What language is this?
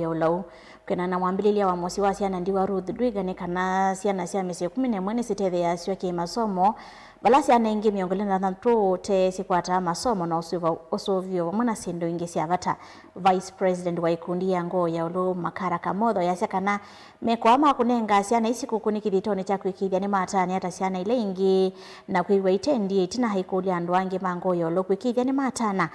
Kamba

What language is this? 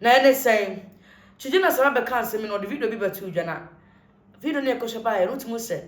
Akan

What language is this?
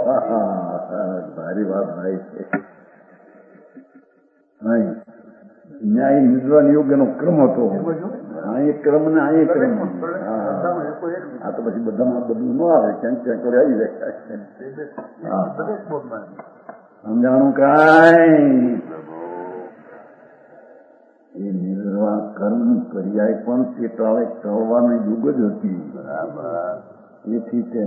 Gujarati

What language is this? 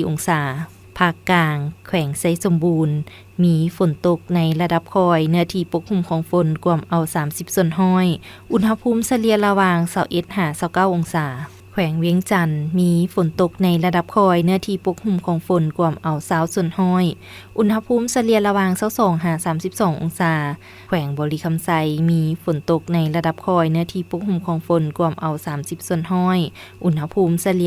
Lao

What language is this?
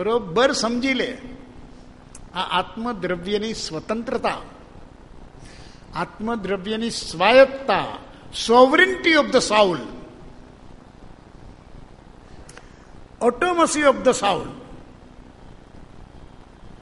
Gujarati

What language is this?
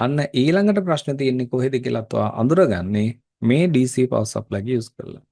Sinhala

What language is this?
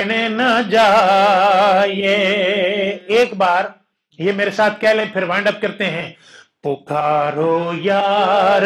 Urdu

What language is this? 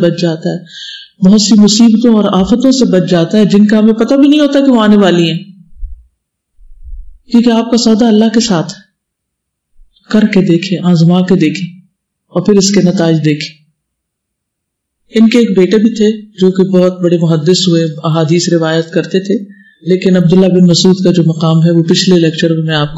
Urdu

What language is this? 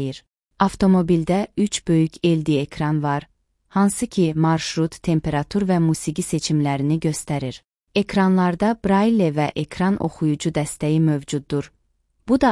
Azerbaijani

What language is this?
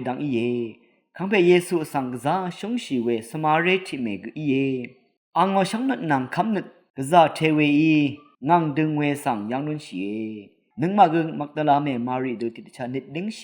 Rawang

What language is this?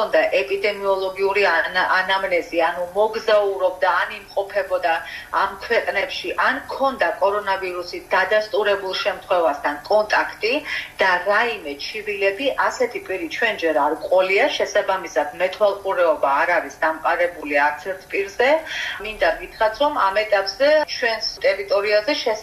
Georgian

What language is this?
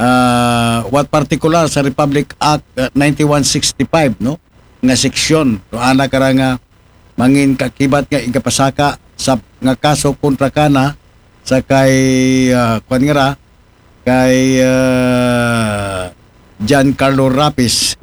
Aklanon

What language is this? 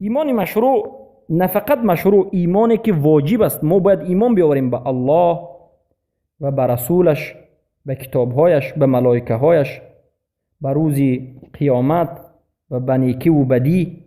Persian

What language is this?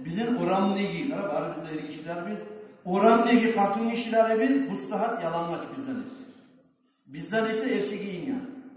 Kumyk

